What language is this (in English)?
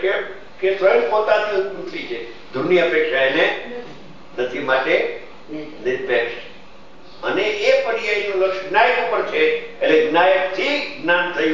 Gujarati